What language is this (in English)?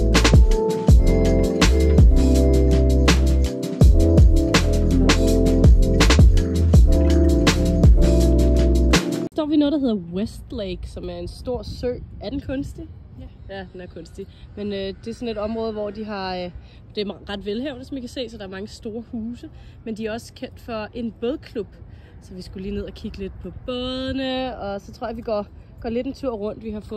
Danish